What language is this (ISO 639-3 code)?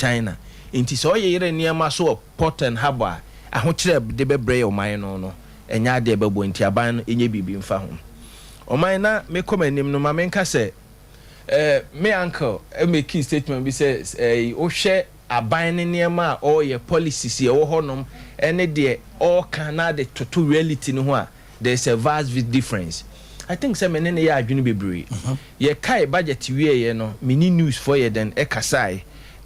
aka